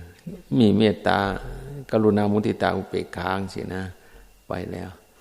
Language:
Northeastern Thai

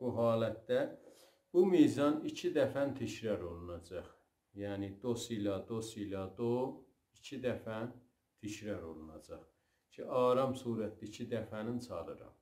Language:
South Azerbaijani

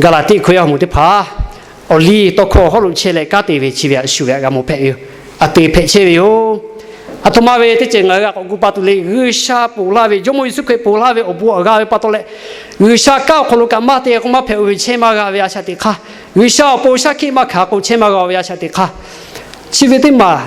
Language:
Lahu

